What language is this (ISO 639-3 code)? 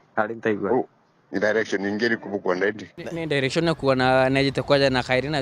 mer